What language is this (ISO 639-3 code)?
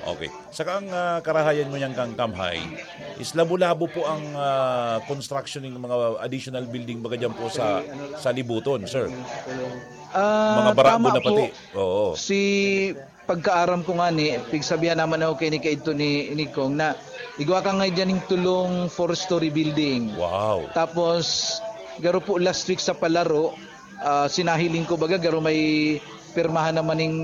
bik